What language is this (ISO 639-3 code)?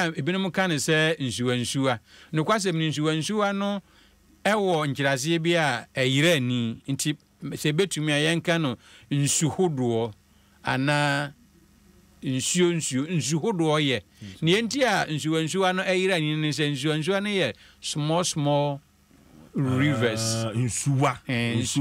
aka